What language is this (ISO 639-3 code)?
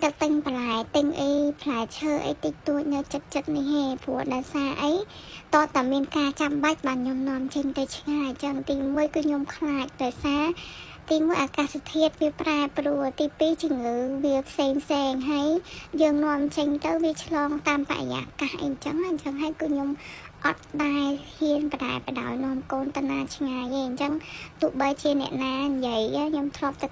khm